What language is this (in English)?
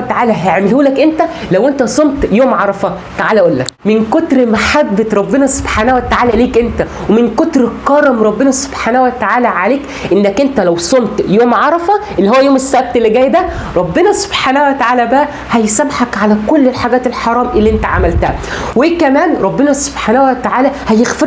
Egyptian Arabic